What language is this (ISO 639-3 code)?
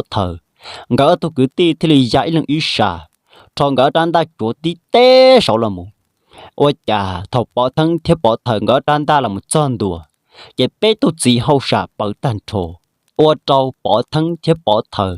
hmn